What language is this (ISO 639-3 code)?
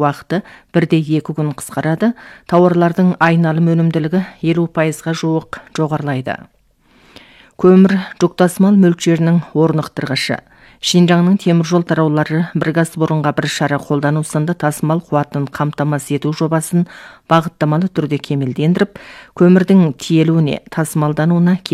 kaz